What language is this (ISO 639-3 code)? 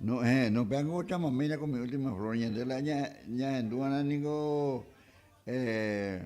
grn